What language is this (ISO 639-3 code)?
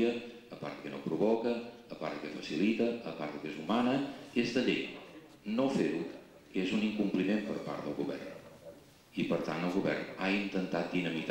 cat